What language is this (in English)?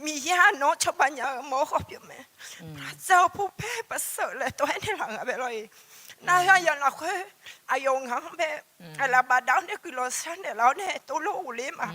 Akha